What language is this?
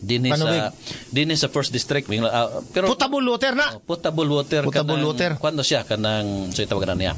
Cebuano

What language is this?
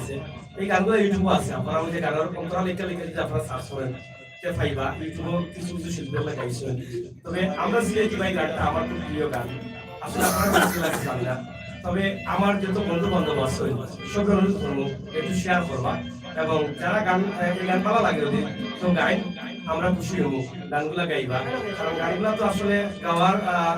Sylheti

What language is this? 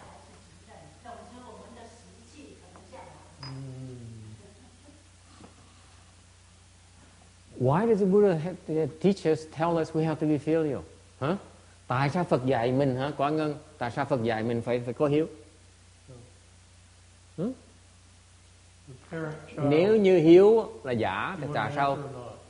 Vietnamese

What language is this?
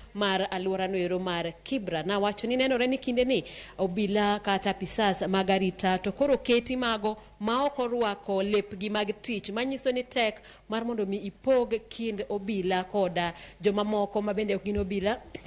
Luo (Kenya and Tanzania)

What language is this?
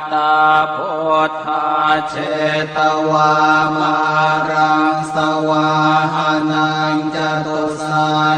Pali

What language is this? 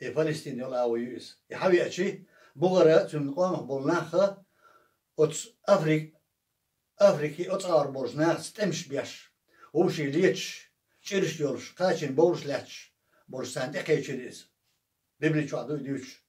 Chechen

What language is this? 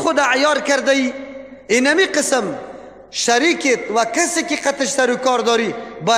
Persian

